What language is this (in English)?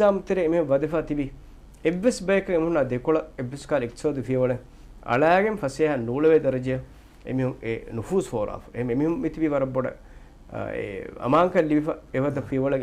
Divehi